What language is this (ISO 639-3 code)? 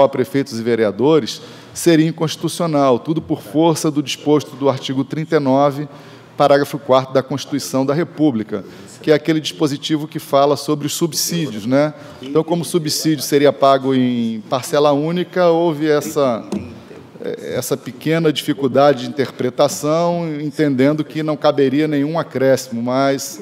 por